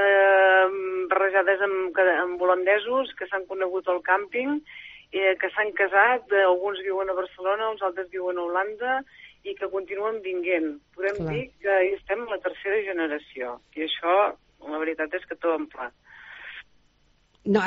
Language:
Catalan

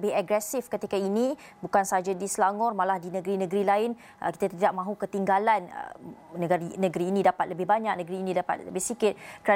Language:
Malay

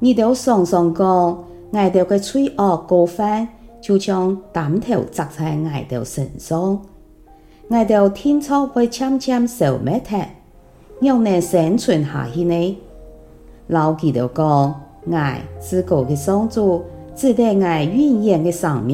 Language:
Hakka Chinese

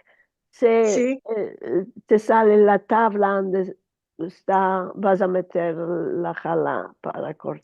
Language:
Ladino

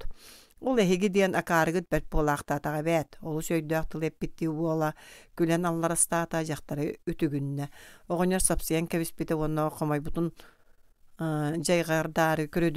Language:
Yakut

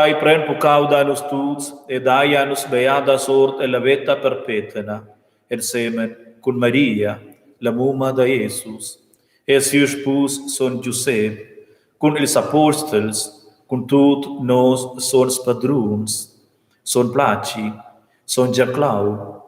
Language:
Romansh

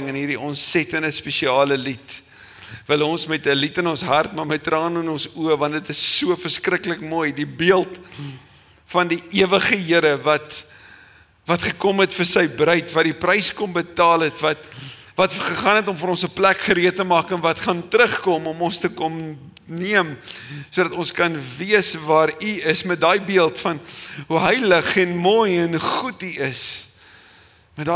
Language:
Afrikaans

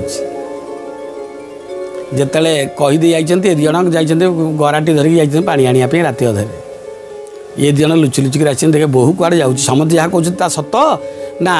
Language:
Odia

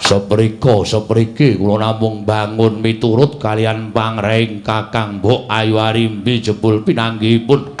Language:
Javanese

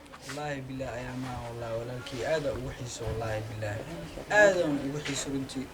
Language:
Somali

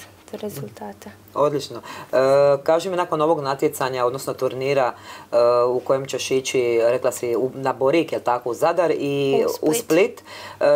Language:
Croatian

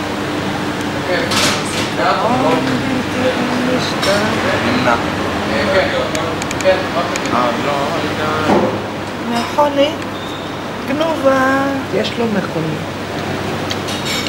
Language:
Hebrew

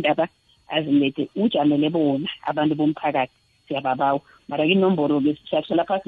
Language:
South Ndebele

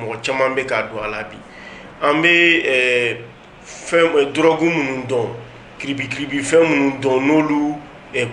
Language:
Bambara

